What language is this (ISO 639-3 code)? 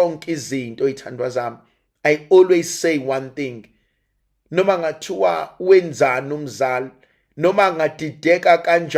zul